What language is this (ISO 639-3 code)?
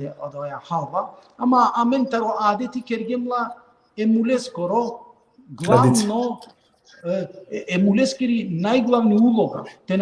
rmn